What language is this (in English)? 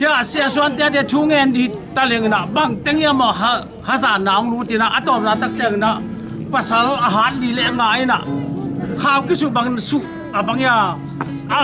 Tedim Chin